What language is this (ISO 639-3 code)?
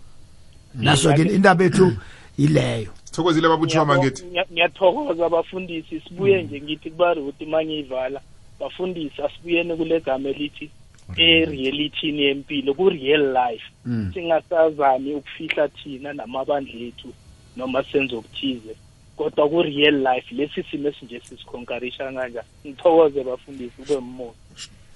nbl